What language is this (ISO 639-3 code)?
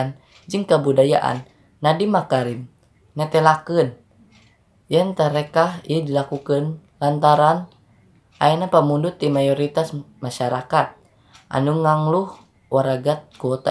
sun